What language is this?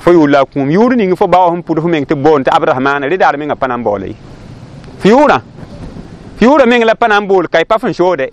Mossi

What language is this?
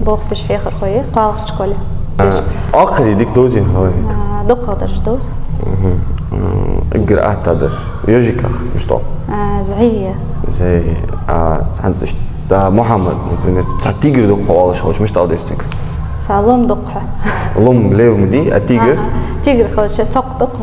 Ingush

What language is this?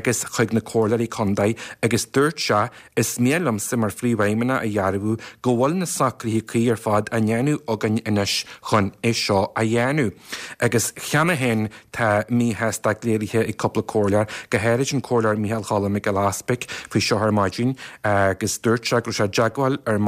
Irish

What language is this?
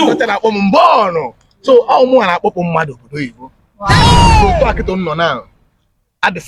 Igbo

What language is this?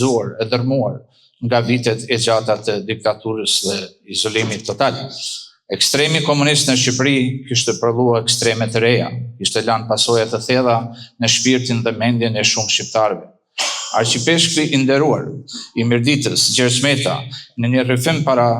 Albanian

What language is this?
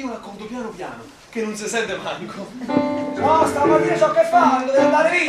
Neapolitan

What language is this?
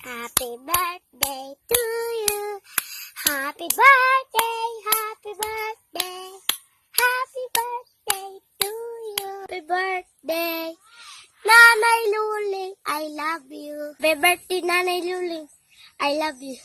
Waray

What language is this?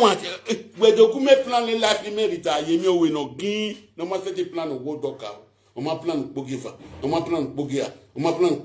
Nigerian Pidgin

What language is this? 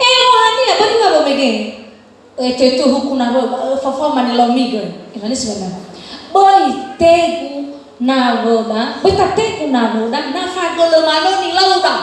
Nias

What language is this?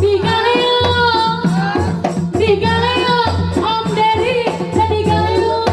Sundanese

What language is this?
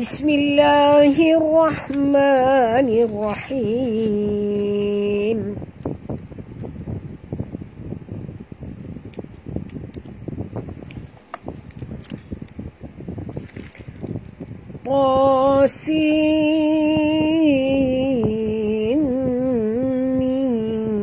Malay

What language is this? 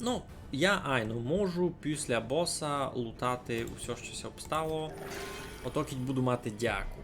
Rusyn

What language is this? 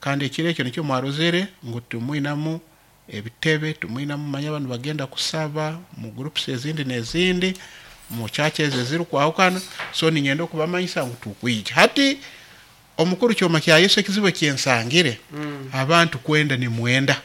Nyankole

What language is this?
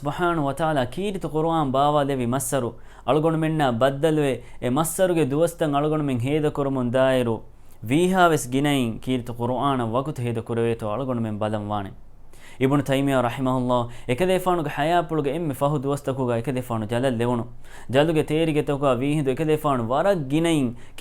Divehi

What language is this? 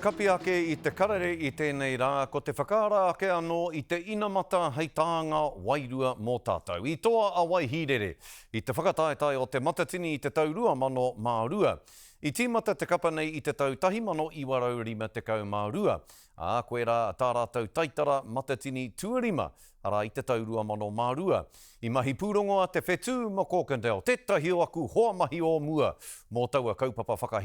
Māori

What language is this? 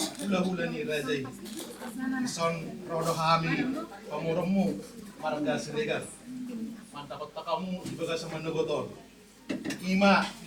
Batak Toba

